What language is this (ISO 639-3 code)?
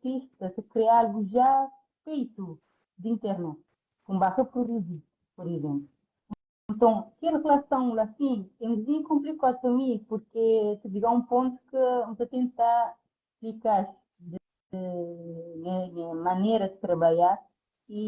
kea